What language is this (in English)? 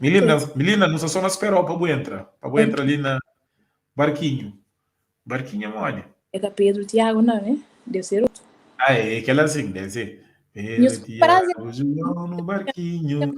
Kabuverdianu